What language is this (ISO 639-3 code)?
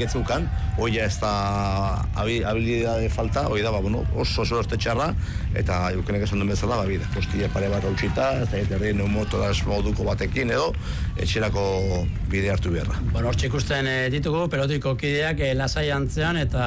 eus